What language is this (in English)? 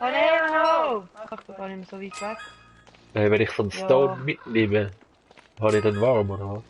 Swiss German